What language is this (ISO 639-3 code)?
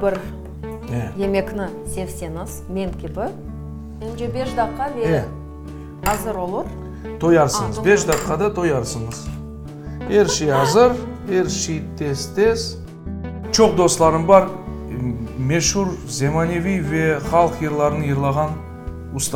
crh